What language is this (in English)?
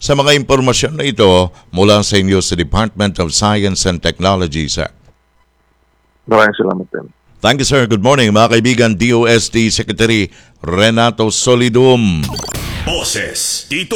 Filipino